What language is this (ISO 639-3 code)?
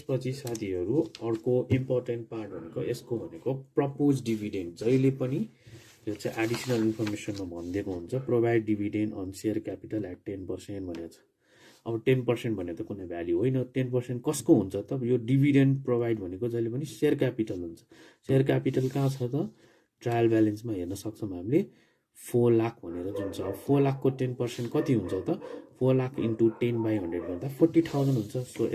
nep